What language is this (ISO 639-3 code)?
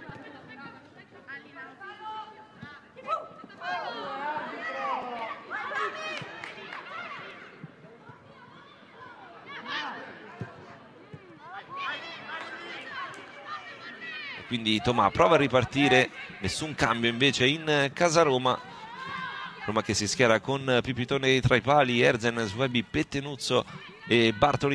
ita